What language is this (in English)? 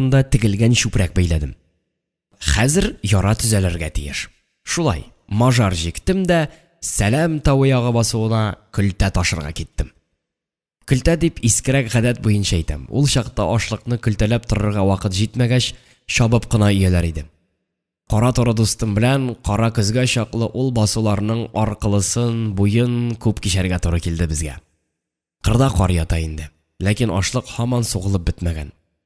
Tatar